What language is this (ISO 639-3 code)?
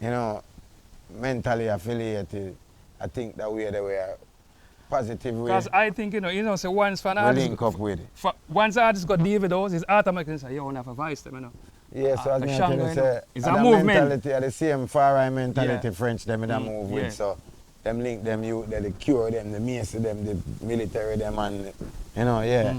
jam